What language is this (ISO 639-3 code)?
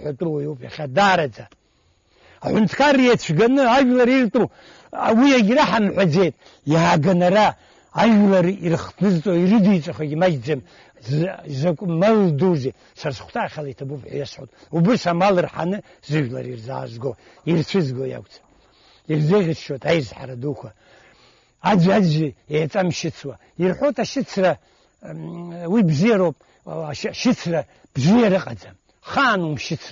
abk